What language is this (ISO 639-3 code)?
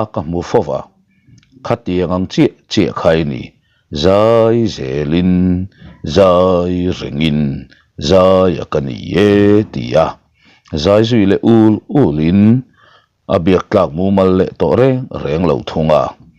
lus